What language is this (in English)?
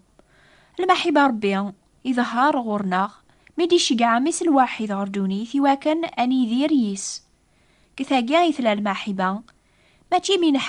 Kabyle